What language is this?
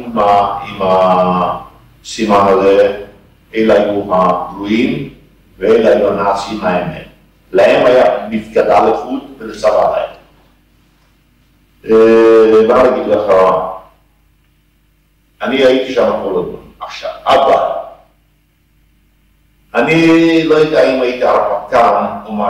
Hebrew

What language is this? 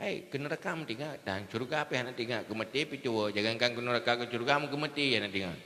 Achinese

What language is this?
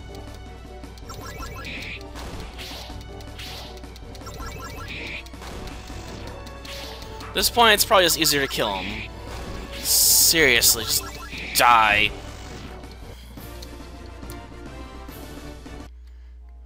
English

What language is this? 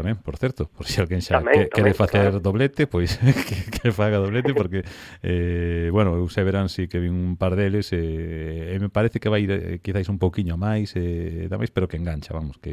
Galician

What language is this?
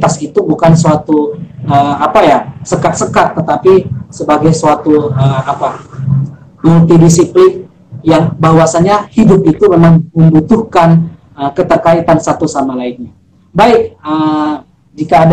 Indonesian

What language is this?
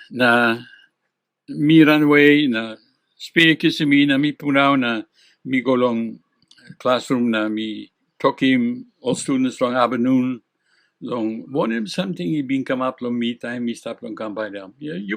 Tok Pisin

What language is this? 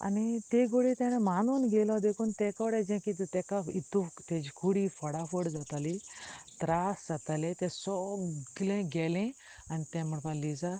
Konkani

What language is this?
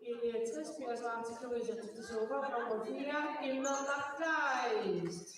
Kalaallisut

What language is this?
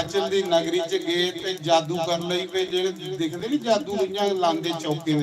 Dogri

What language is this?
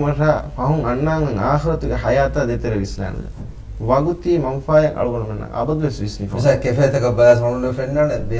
Divehi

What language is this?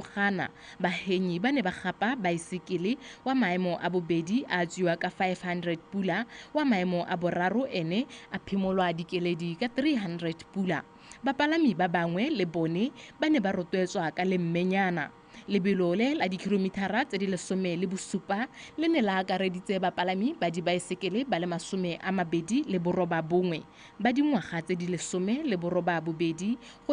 Tswana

